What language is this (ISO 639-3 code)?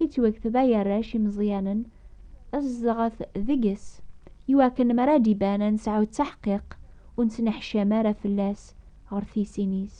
kab